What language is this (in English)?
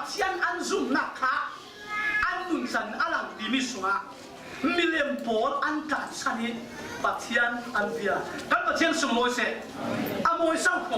Falam Chin